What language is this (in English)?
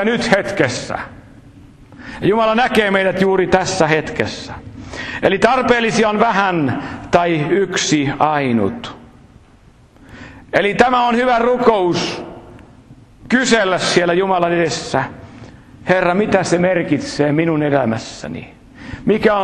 Finnish